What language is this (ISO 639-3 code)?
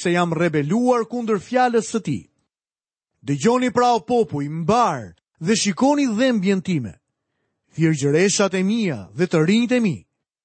sqi